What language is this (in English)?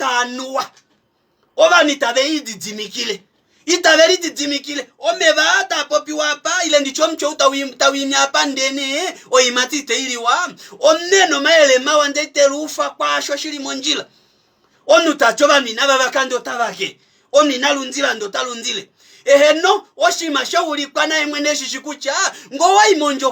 Kuanyama